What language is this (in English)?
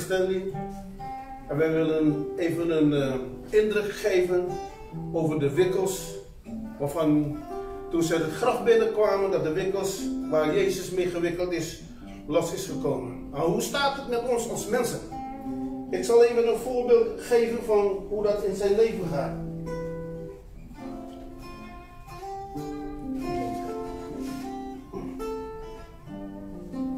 Dutch